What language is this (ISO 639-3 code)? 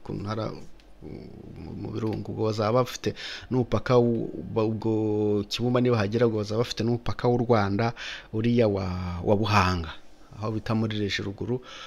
kin